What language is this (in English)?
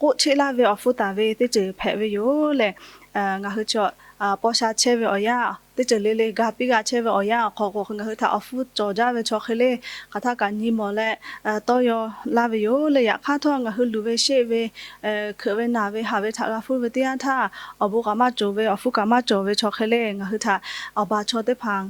Lahu